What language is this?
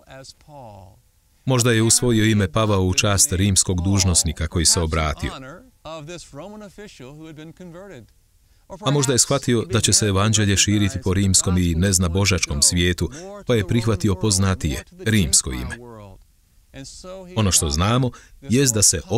Croatian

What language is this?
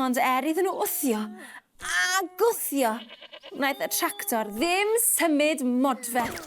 Welsh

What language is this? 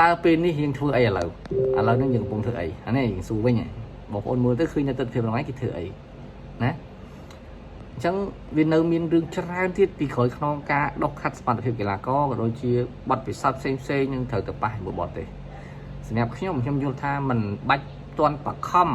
Khmer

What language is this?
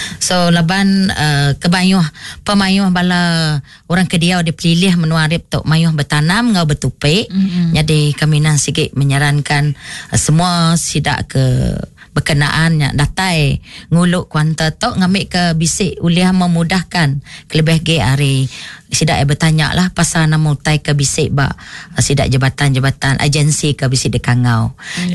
Iban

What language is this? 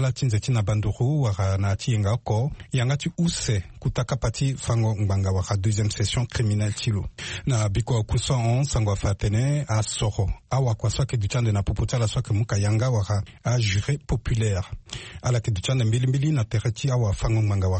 Sango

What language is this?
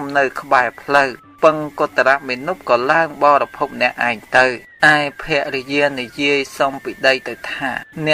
Khmer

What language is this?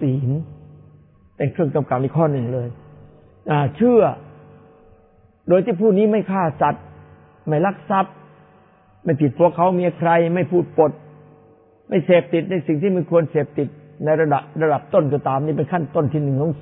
Thai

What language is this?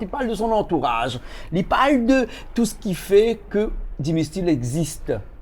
Réunion Creole French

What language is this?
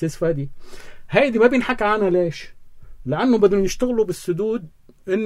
North Levantine Arabic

